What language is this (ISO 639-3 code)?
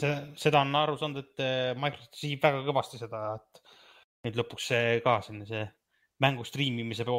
est